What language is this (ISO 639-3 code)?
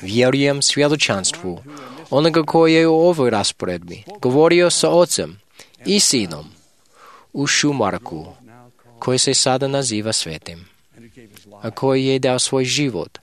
hrv